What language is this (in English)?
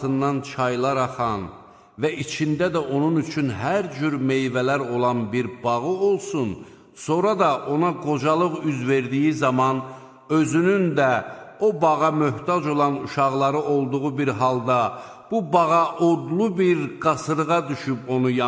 Azerbaijani